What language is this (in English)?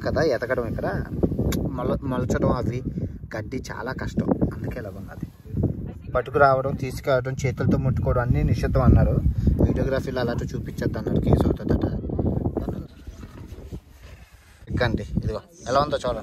Telugu